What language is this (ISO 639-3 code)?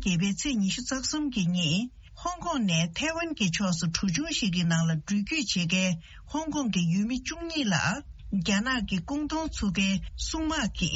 bod